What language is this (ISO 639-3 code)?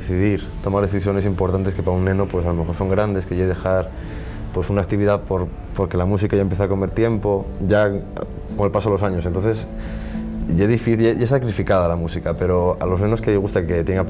ast